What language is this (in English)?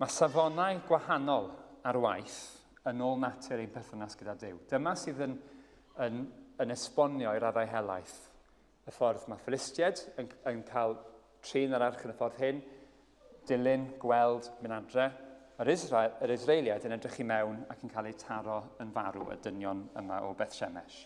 Welsh